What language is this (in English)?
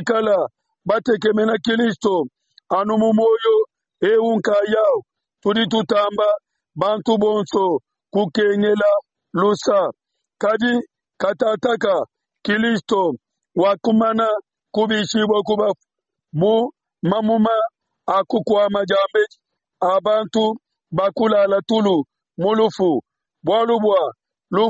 Luba-Lulua